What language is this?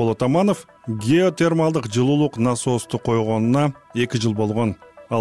Kyrgyz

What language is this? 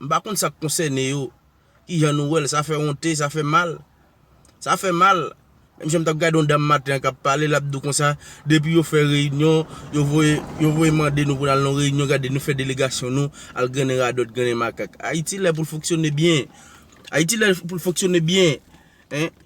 Haitian Creole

